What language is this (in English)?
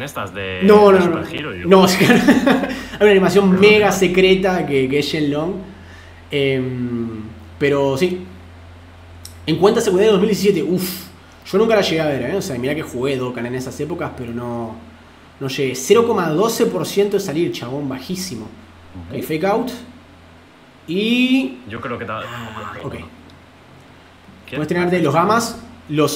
Spanish